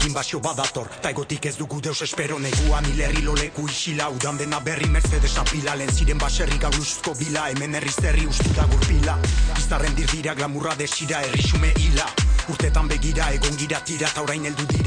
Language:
Basque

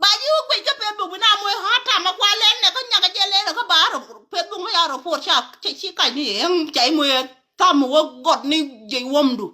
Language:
Nuer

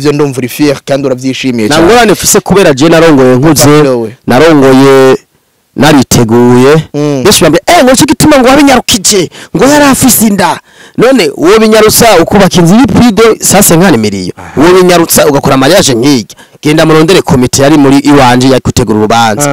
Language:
Rundi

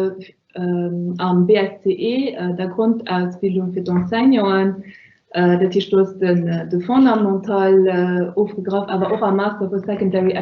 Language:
Luxembourgish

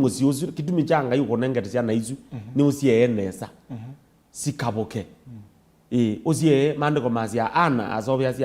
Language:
Kamba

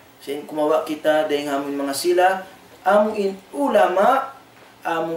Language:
Tausug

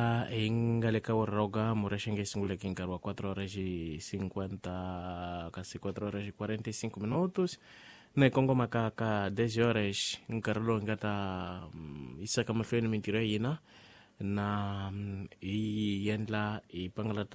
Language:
Tsonga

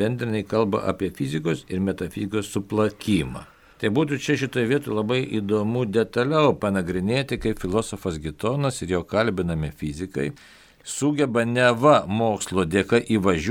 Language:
Lithuanian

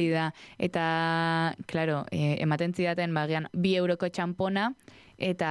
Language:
Basque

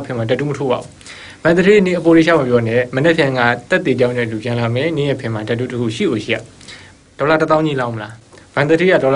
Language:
Burmese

